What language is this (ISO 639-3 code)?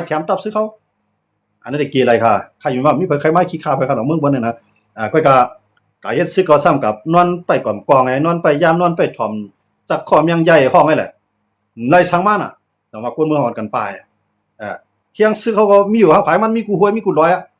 shn